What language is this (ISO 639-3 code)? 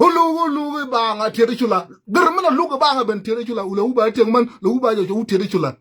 nus